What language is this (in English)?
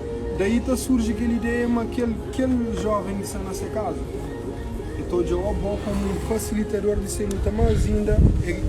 Kabuverdianu